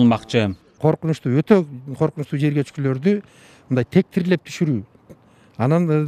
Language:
Kyrgyz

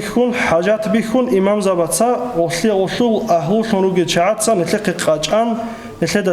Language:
Avaric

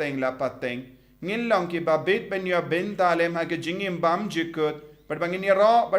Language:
Khasi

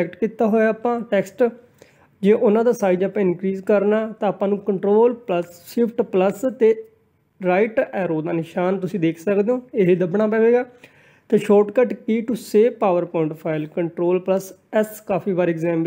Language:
Punjabi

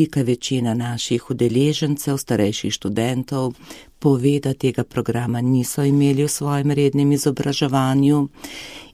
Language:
Slovenian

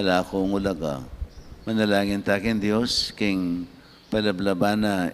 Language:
Pampanga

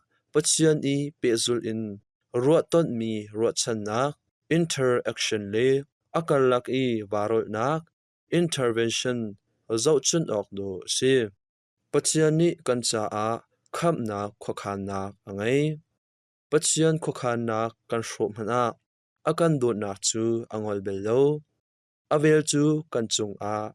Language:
Hakha Chin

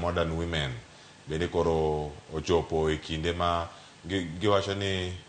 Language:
Luo (Kenya and Tanzania)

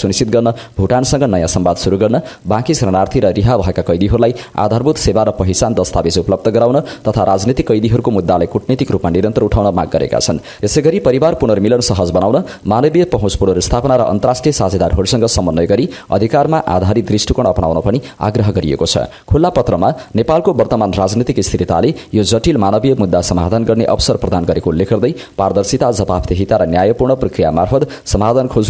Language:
Nepali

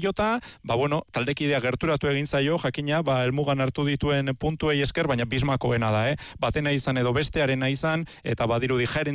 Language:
Basque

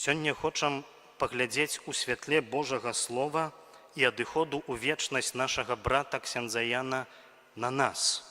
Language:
Belarusian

